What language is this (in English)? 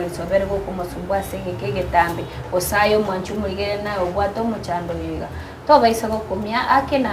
Gusii